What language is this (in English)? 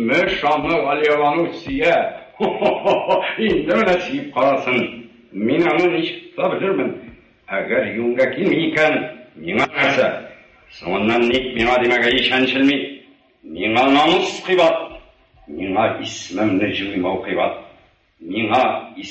Tatar